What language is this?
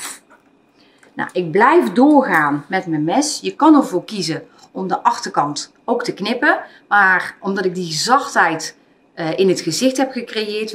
Dutch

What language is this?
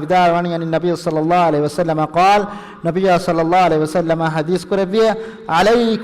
Divehi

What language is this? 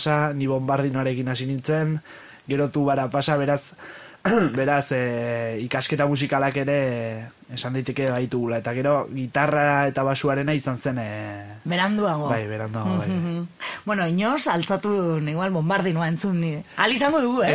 Basque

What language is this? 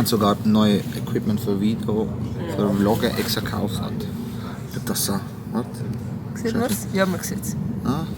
Swiss German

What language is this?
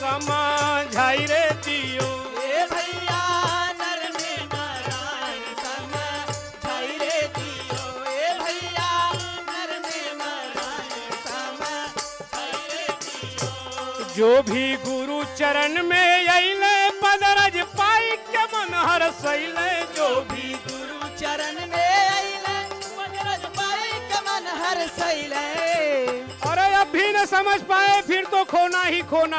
Bhojpuri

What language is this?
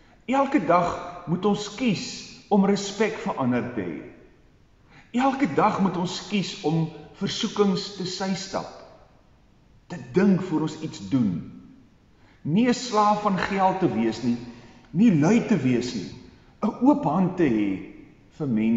Afrikaans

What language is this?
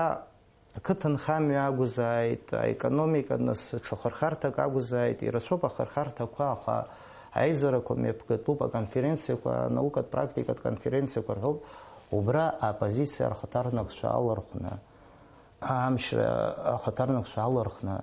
Abkhazian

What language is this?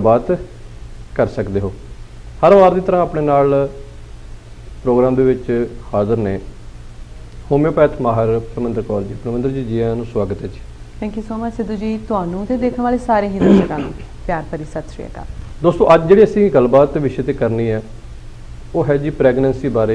Punjabi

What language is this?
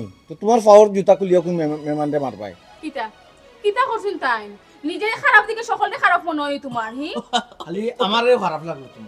Sylheti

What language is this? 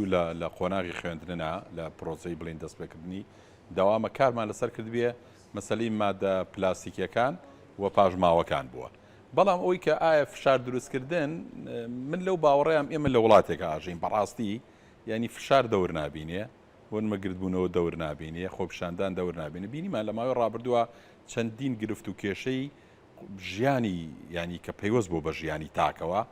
Central Kurdish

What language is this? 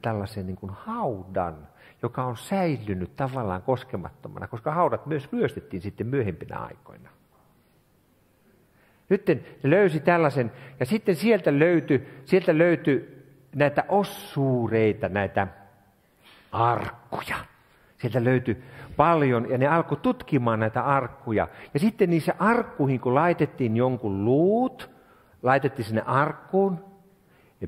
Finnish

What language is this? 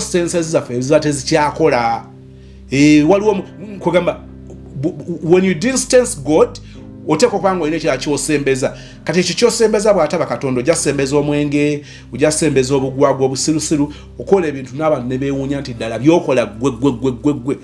Ganda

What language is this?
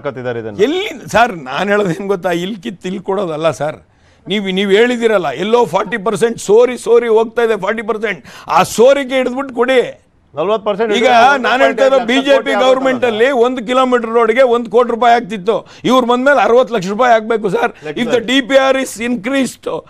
Kannada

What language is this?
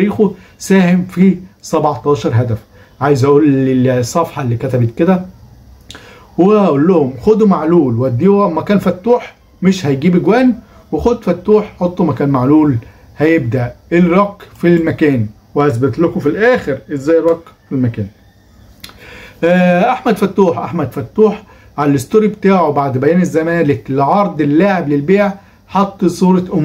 Egyptian Arabic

